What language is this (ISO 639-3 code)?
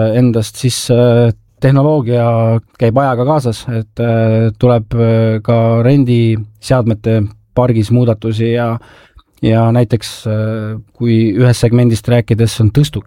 est